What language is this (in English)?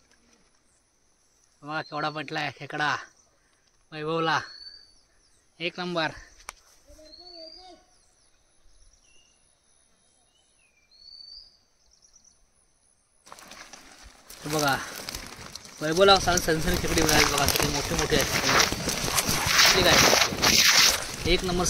Marathi